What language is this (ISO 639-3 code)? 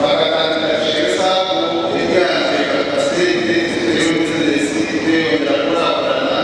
nyn